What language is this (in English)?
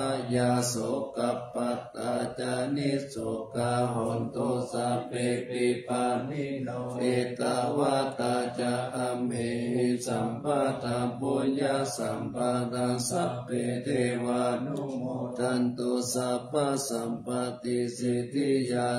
Pali